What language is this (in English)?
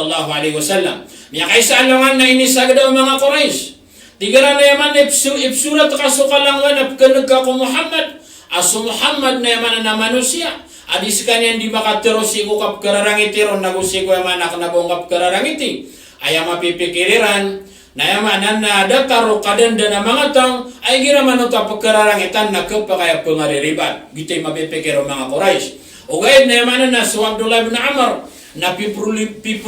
Maranao